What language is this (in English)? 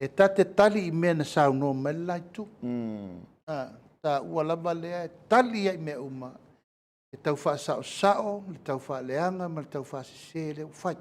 Samoan